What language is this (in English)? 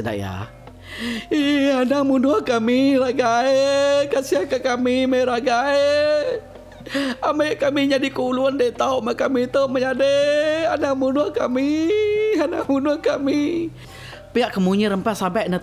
Iban